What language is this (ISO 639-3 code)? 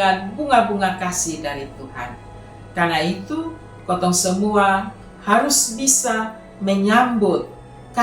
mkn